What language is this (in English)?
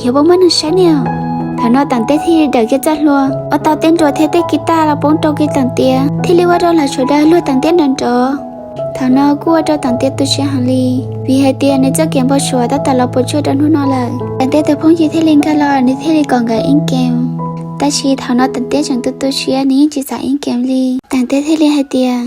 Hmong